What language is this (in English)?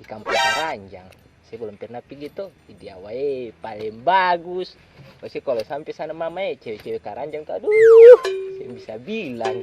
Ambonese Malay